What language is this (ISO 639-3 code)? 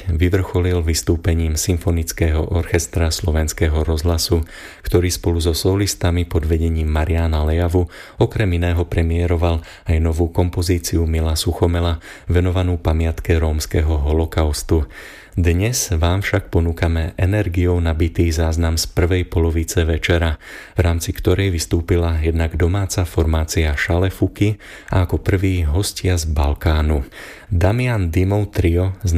slk